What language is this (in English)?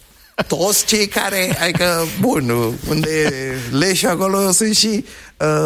Romanian